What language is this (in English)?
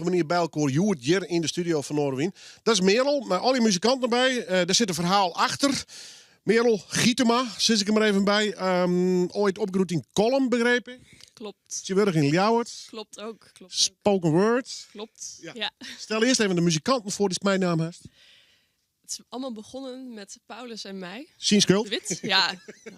Western Frisian